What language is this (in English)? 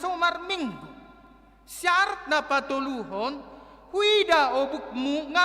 Batak Toba